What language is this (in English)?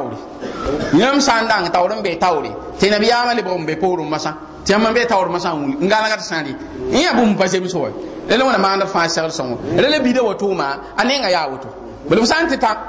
Mossi